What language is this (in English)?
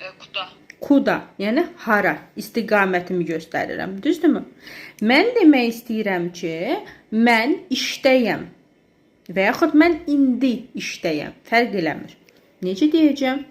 Azerbaijani